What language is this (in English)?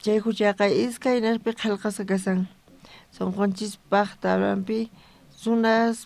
South Bolivian Quechua